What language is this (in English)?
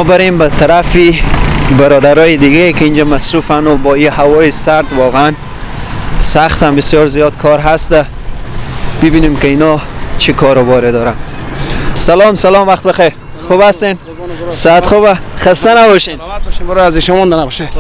Persian